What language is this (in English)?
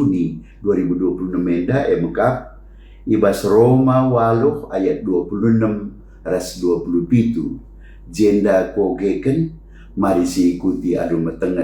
Batak Karo